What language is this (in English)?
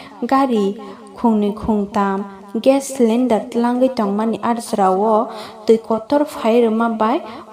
Kok Borok